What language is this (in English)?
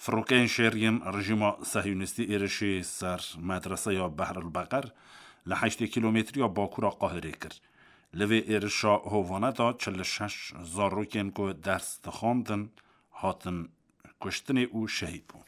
Kurdish